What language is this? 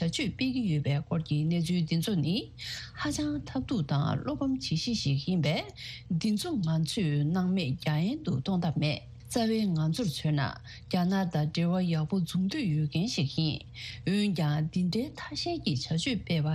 Tibetan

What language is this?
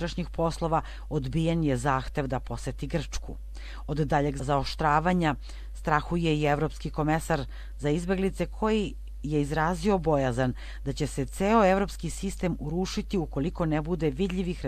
Serbian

